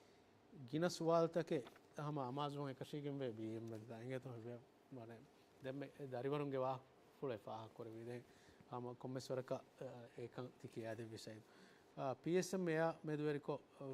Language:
Divehi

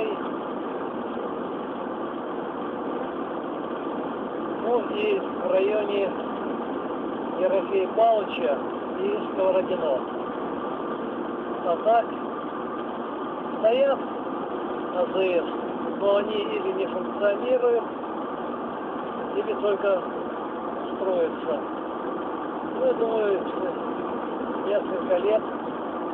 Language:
Russian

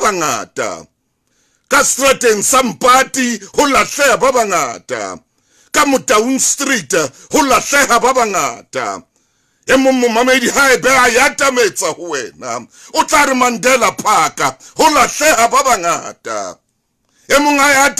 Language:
Southern Sotho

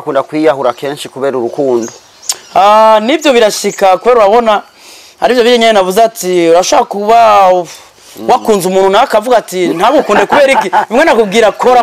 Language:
Rundi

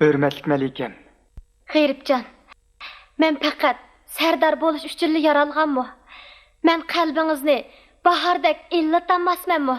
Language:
Uyghur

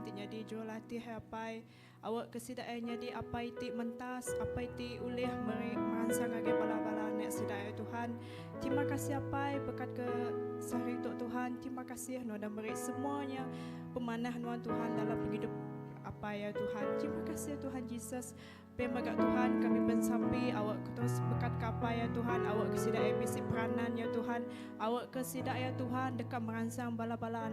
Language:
Iban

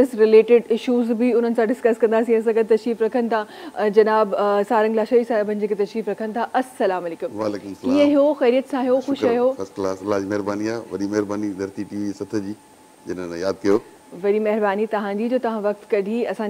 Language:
Sindhi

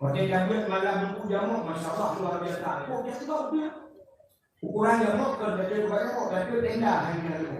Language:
Achinese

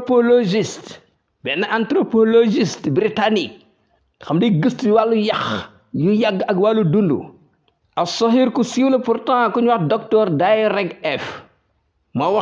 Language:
Wolof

